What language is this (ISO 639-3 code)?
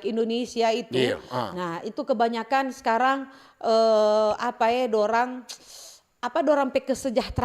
xmm